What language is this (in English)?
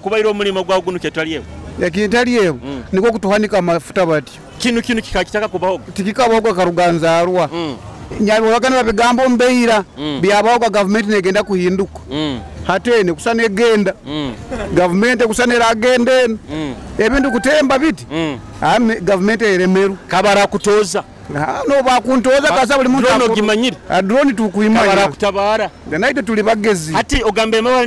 Nyoro